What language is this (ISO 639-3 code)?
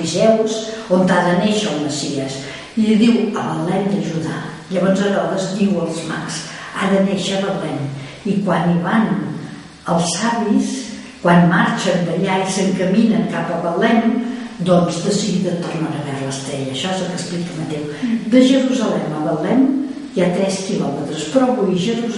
cat